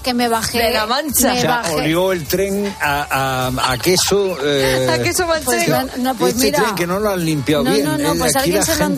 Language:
Spanish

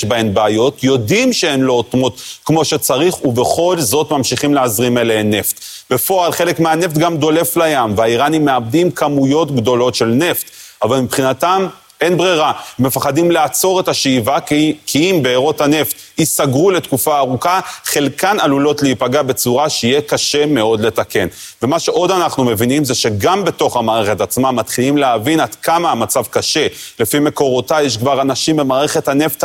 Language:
Hebrew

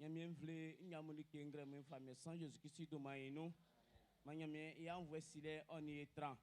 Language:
Baoulé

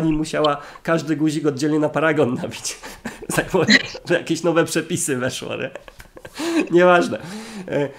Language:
Polish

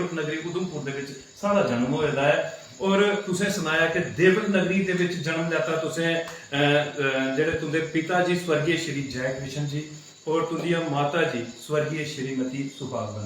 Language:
Dogri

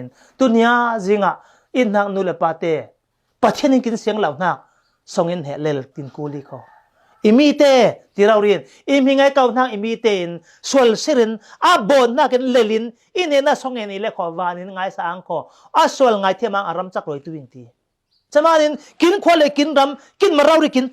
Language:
Falam Chin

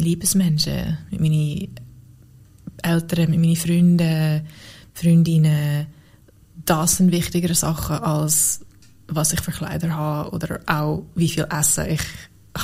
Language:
Swiss German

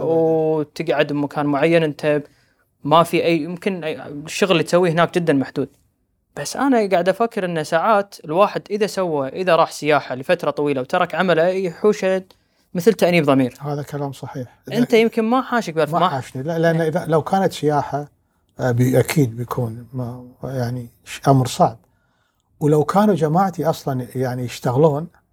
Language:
Gulf Arabic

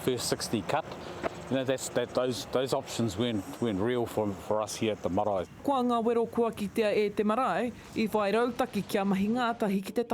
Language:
Māori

